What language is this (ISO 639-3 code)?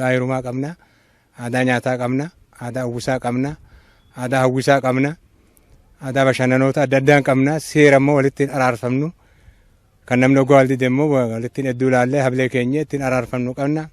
orm